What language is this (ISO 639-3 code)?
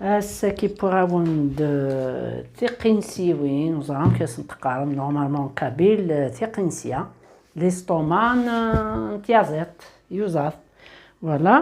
kab